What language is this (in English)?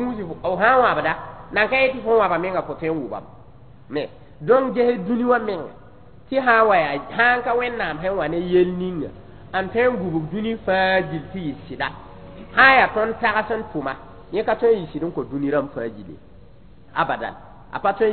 Mossi